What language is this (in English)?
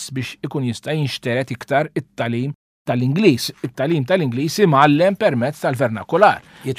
Maltese